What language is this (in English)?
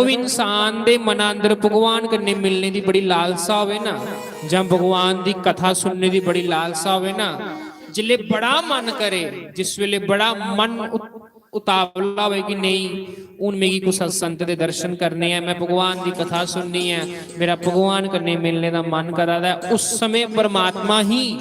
Dogri